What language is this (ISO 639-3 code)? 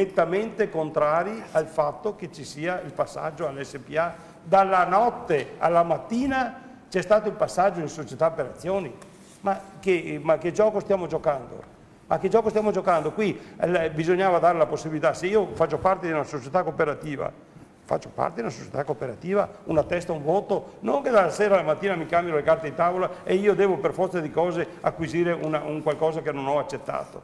ita